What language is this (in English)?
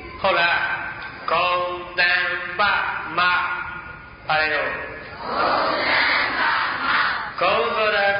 Burmese